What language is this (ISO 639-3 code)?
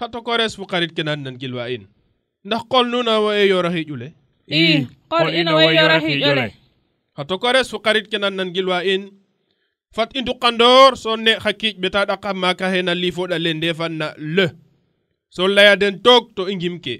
srr